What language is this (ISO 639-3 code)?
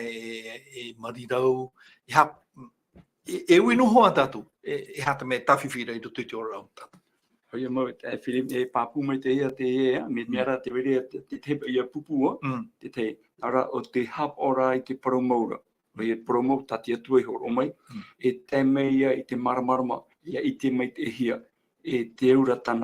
tah